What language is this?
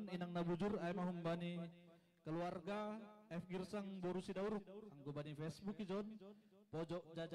Batak Simalungun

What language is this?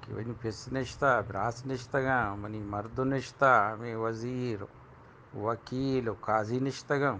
Eastern Balochi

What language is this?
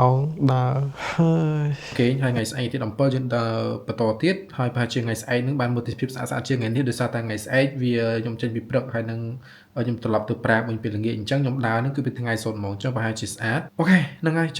Khmer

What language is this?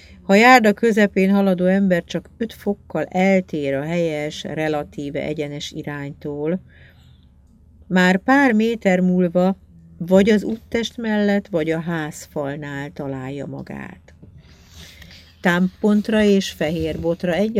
Hungarian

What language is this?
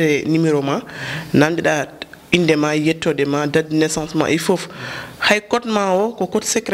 Fula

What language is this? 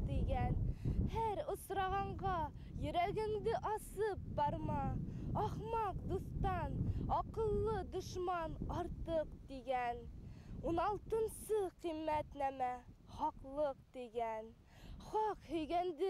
Bashkir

